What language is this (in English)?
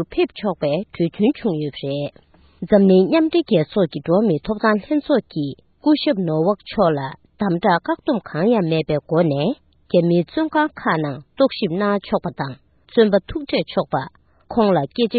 Tibetan